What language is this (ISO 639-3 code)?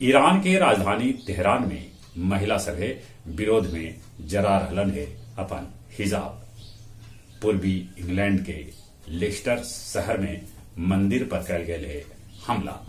mag